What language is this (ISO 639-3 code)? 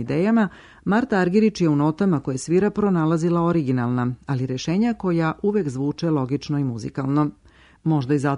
srp